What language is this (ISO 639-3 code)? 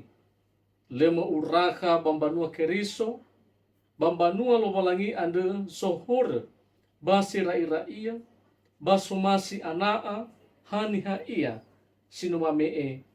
nia